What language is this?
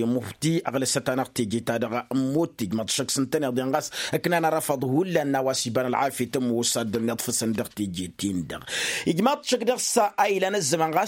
Tamasheq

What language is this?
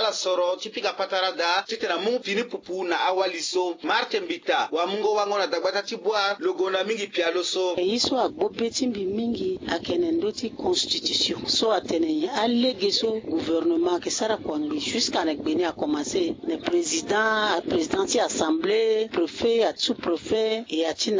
Sango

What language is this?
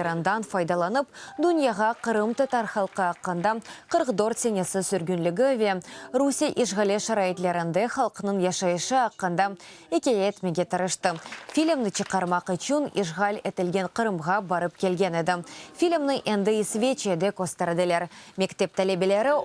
Crimean Tatar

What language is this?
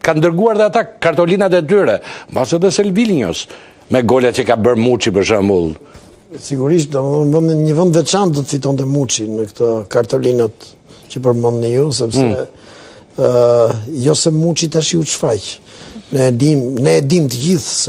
Albanian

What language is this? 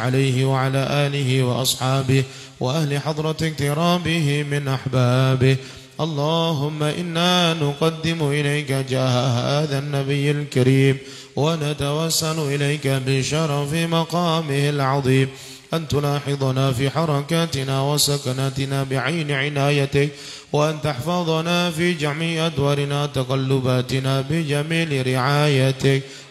Arabic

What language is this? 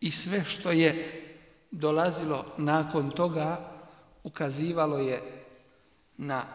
Bosnian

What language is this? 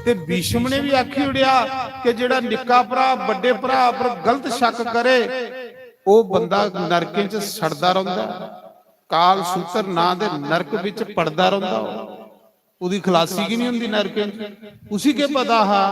Dogri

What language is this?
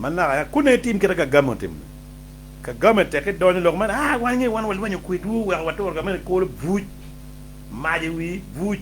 Acoli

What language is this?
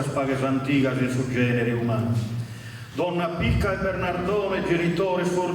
Sardinian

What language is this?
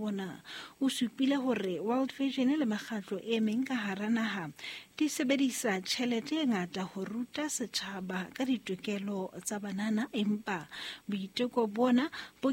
Southern Sotho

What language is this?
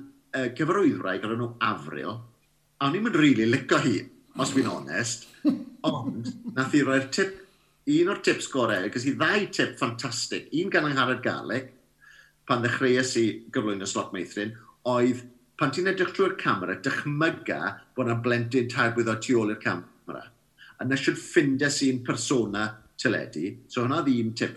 Welsh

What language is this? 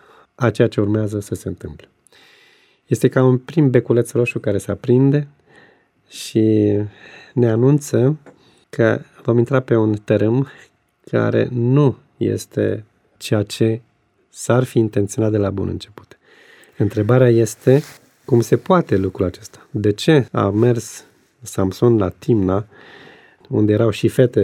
Romanian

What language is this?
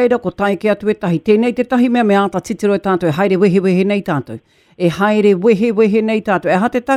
Māori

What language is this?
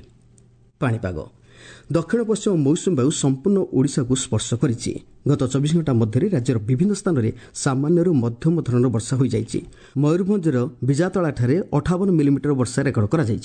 Odia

